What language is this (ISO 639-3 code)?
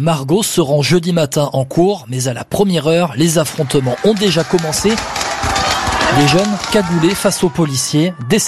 fra